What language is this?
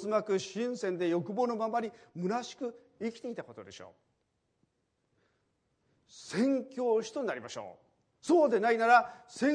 Japanese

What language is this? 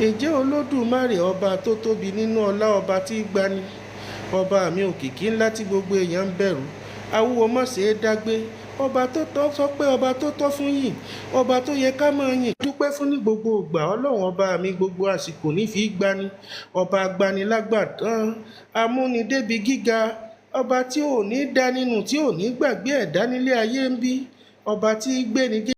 Yoruba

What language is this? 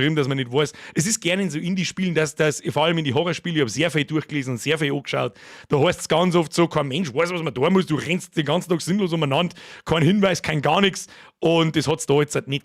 Bavarian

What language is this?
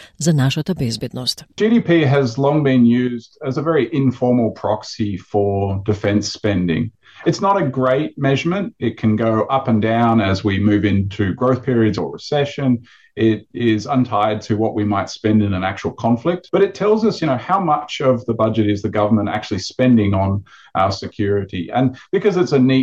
Macedonian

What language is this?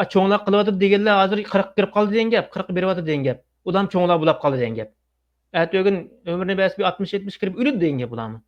Uyghur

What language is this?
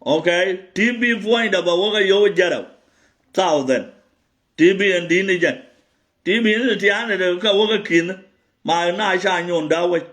Nuer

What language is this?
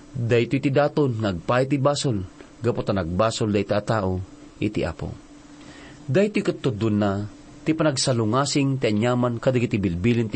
Iloko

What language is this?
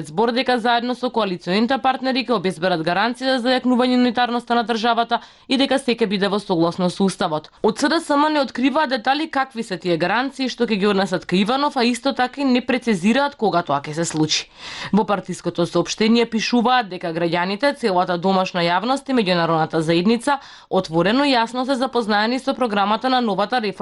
Macedonian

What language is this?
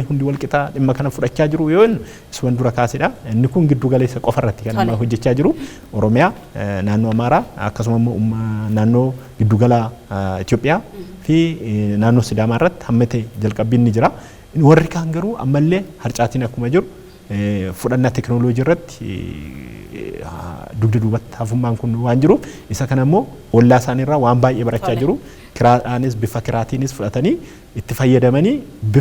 Oromo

